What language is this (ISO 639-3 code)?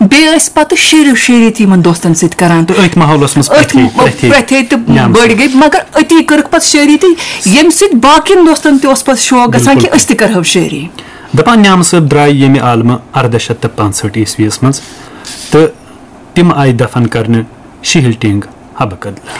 kas